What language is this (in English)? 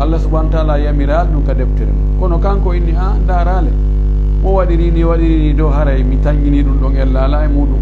Pular